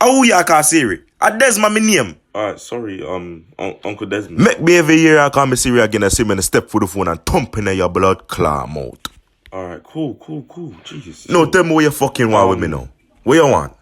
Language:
Jamaican Creole English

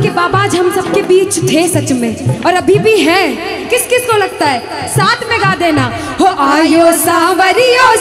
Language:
Hindi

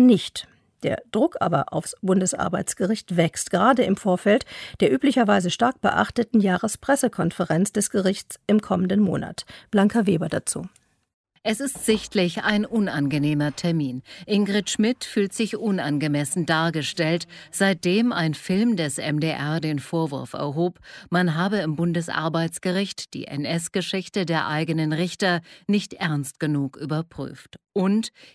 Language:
German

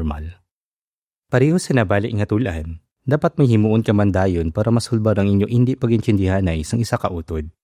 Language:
Hiligaynon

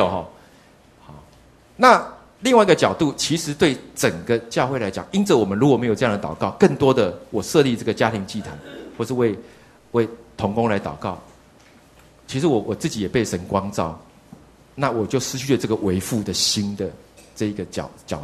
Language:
Chinese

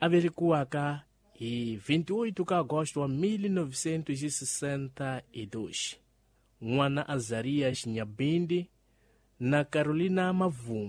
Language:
Tsonga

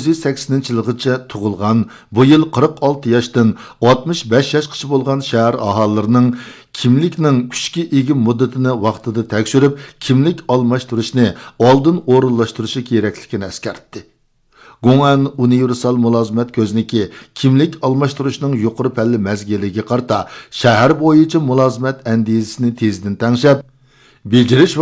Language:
Uyghur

